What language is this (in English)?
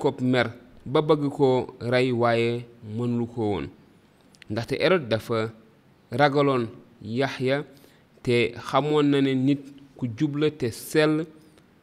Wolof